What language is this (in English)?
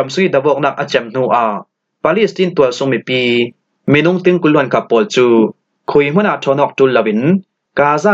Falam Chin